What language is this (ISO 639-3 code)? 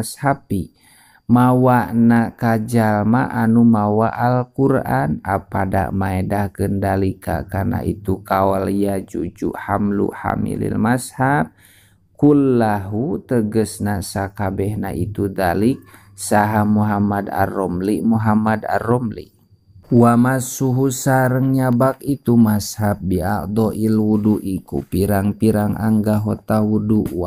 sun